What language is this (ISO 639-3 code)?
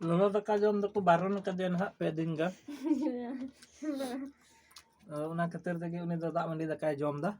sat